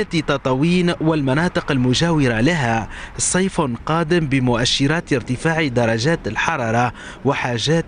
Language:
Tunisian Arabic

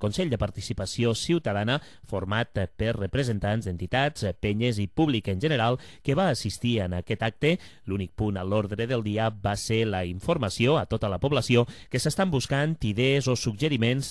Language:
Catalan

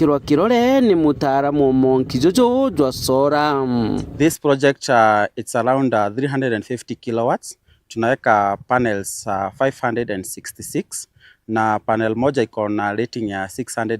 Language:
Meru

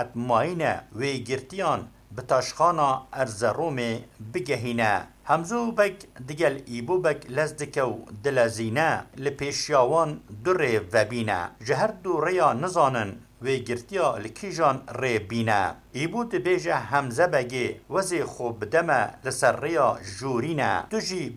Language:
Kurdish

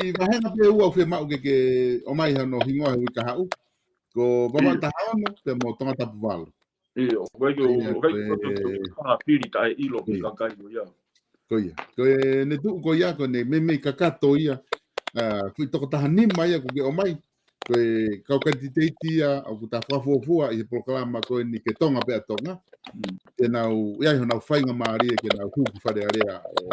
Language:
Tongan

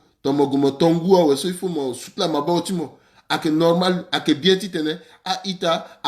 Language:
Sango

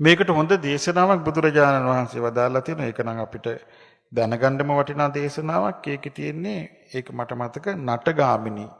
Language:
Sinhala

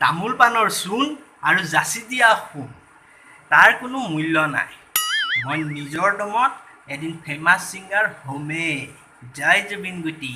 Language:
Assamese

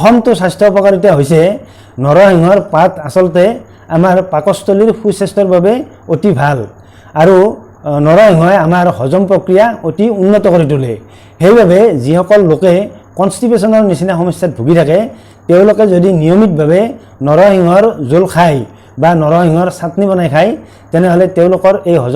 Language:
Assamese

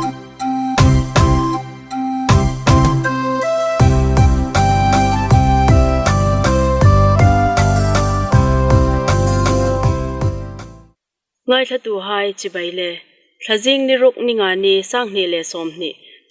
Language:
Hmar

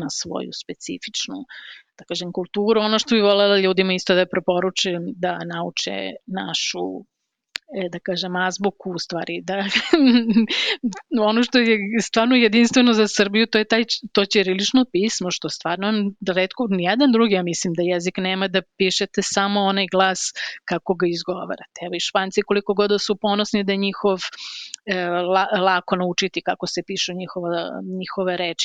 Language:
Serbian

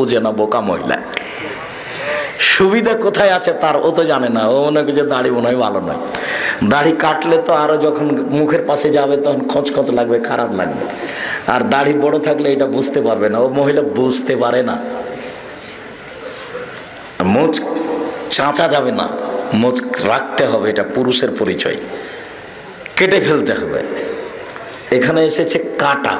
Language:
Bangla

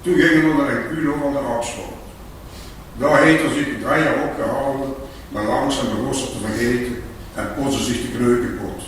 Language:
Limburgish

